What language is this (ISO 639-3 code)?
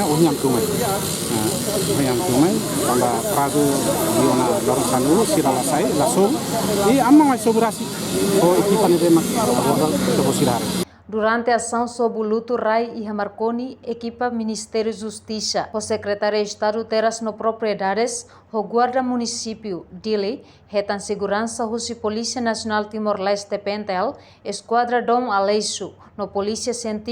tet